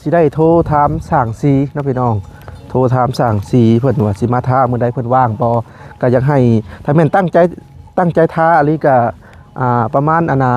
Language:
Lao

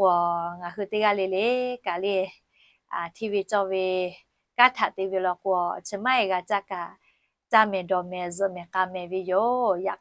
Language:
Lahu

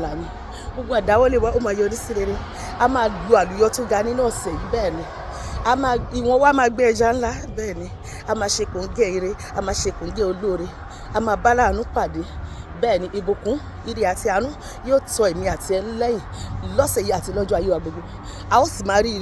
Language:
Yoruba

